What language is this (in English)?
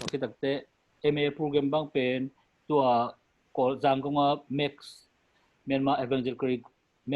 Tedim Chin